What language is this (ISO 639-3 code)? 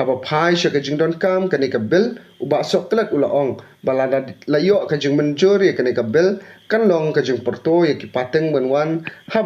kha